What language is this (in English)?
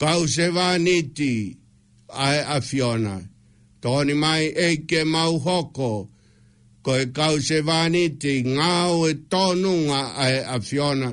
Tongan